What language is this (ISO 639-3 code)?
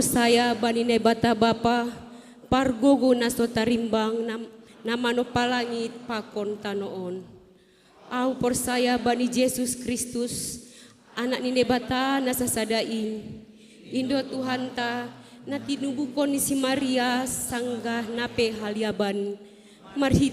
bts